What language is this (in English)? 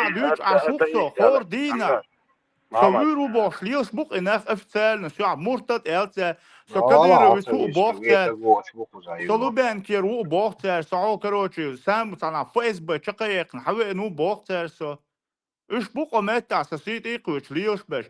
Chechen